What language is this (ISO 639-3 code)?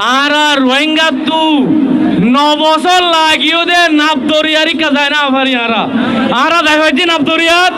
rhg